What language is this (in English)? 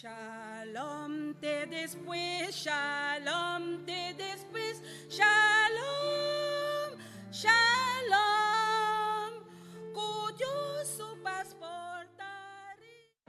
Papiamento